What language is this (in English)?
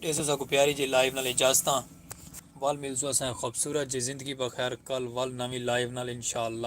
Saraiki